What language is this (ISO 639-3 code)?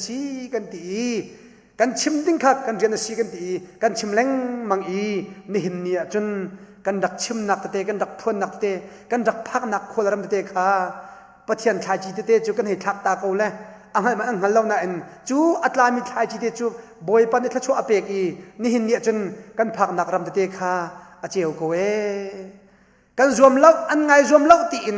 cnh